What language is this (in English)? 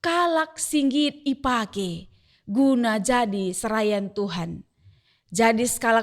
Batak Karo